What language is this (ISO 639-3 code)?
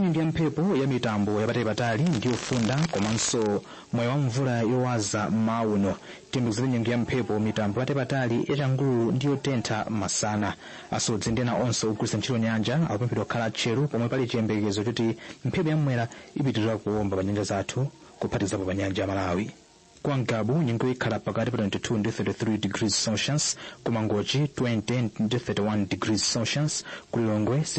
nya